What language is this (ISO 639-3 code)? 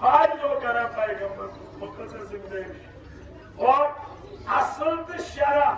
kas